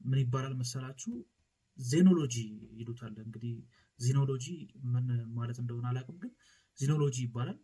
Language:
Amharic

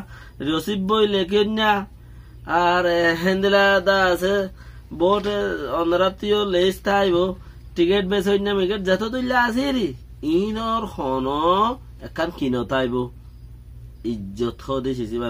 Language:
Rohingya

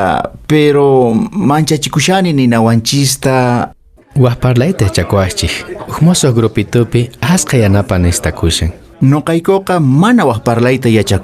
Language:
Quechua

